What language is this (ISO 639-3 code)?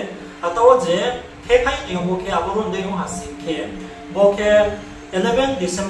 ria